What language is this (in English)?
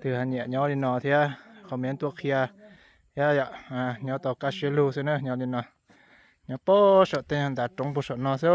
Hmong